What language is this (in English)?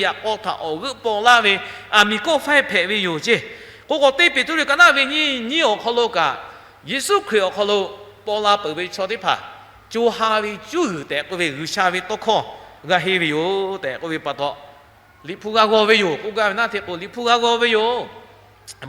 Lahu